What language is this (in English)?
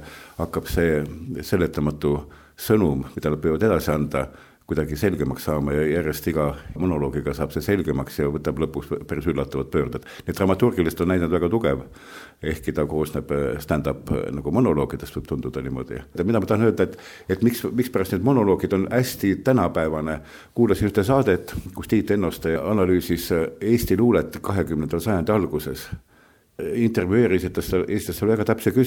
Estonian